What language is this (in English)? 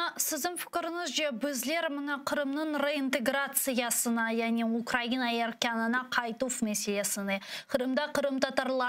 Crimean Tatar